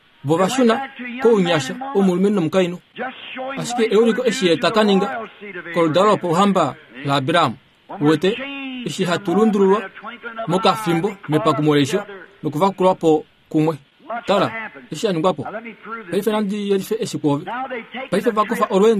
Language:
Kuanyama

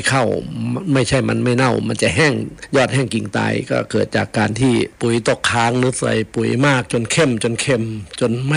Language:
Thai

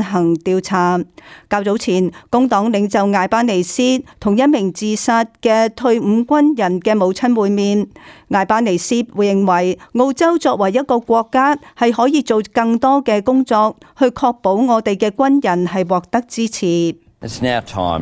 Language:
Cantonese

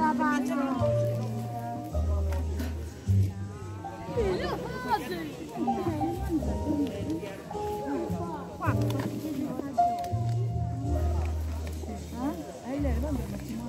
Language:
Italian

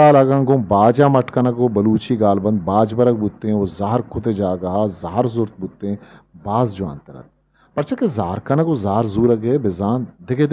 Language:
Eastern Balochi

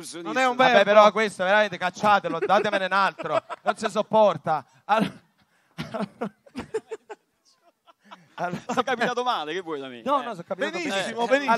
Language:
Italian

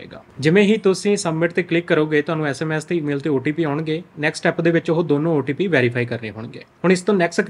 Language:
Punjabi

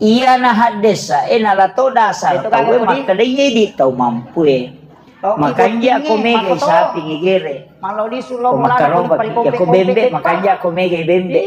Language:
Buginese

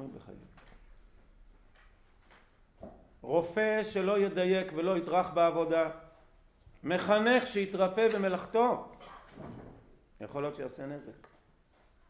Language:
Hebrew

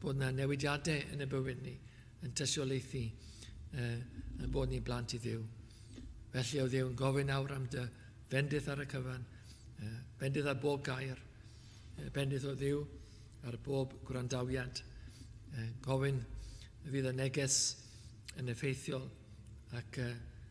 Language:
Welsh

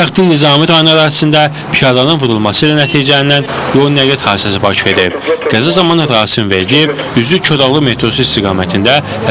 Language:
Azerbaijani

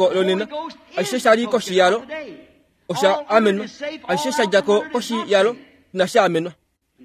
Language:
Kuanyama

